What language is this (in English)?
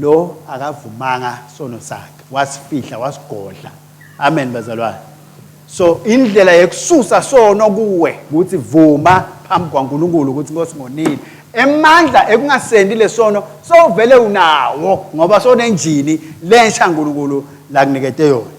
Swati